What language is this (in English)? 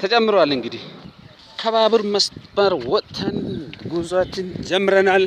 Amharic